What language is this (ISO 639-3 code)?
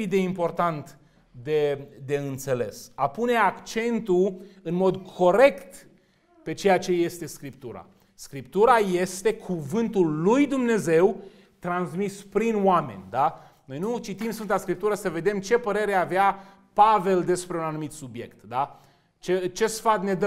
ron